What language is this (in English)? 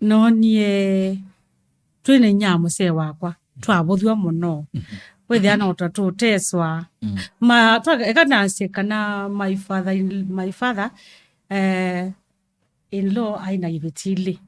Kamba